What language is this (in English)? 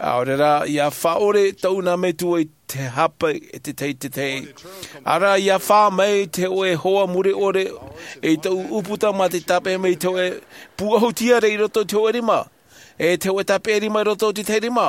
Tahitian